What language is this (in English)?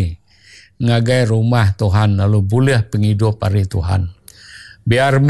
Iban